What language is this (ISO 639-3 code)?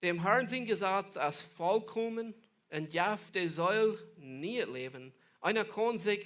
pdt